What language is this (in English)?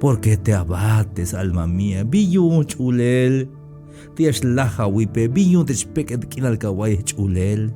Tzeltal